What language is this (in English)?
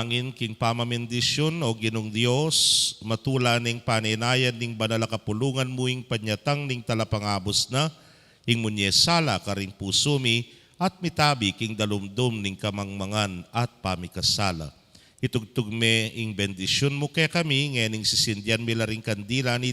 Pampanga